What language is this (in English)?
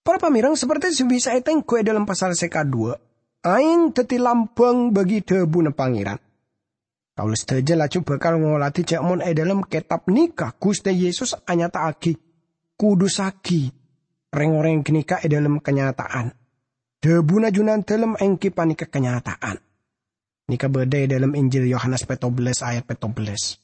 Madurese